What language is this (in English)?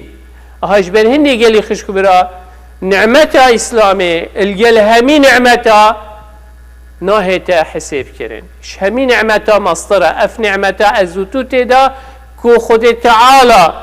Kurdish